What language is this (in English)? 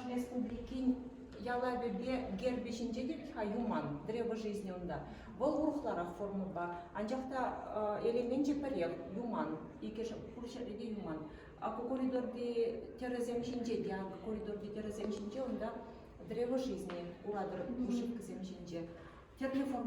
Chuvash